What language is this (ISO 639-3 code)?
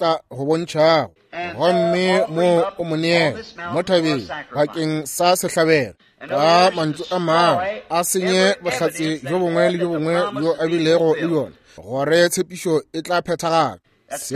nso